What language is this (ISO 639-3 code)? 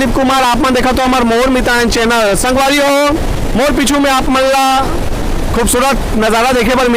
hne